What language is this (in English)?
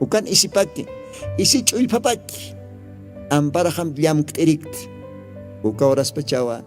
Aymara